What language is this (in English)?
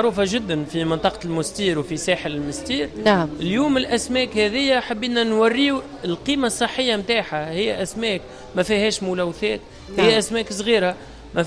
Tunisian Arabic